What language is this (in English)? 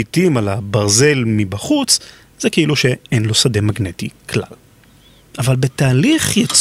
Hebrew